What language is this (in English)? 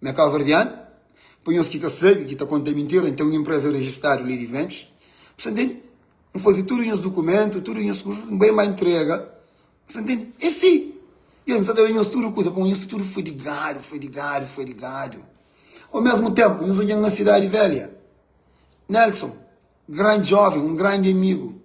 Kabuverdianu